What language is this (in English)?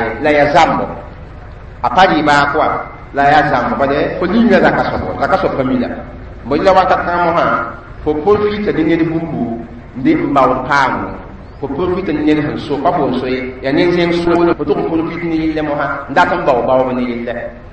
Mossi